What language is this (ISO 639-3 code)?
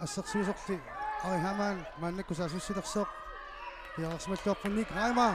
kal